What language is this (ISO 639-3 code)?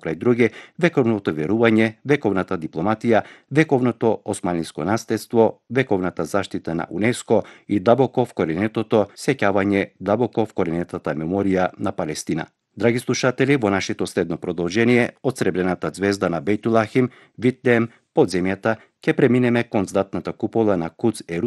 mkd